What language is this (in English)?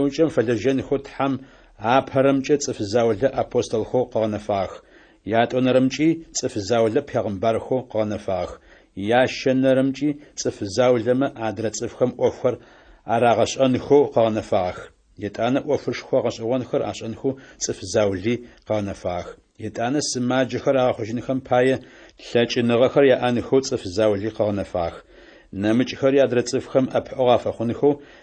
Adyghe